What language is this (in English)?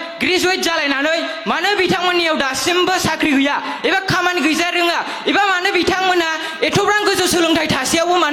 Bodo